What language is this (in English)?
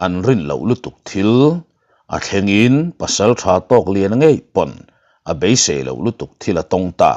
Mizo